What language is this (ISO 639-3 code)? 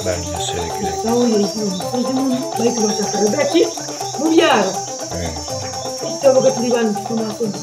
nyo